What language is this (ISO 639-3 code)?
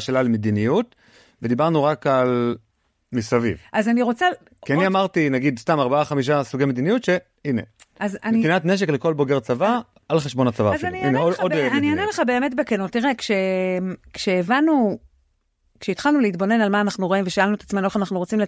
heb